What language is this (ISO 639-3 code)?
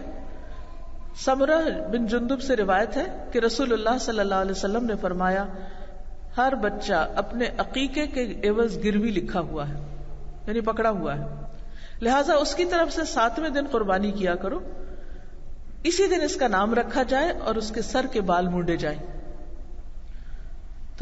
urd